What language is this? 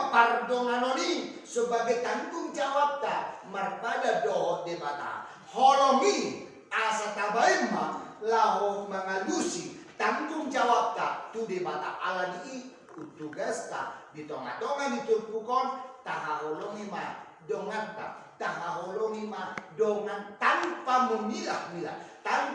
Batak Toba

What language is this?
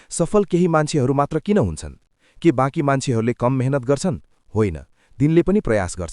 Nepali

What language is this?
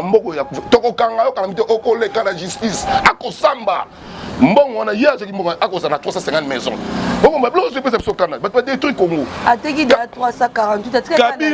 Lingala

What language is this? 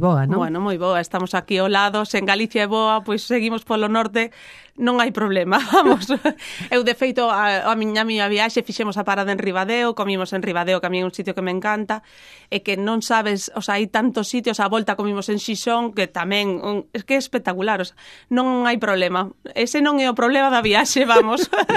Galician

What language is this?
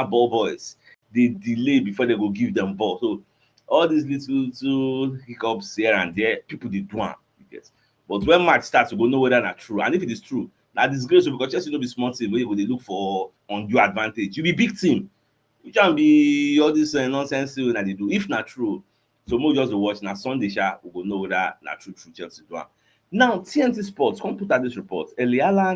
Nigerian Pidgin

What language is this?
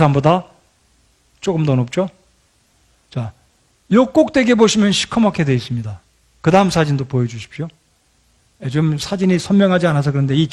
Korean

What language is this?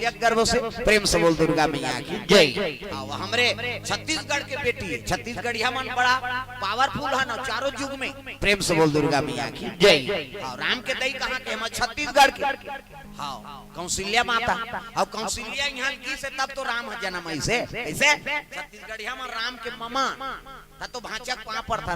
Chhattisgarhi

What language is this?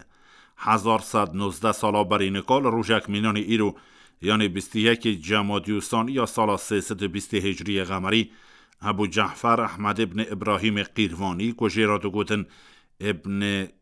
Kurdish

